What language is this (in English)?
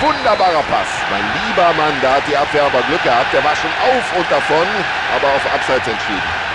Bavarian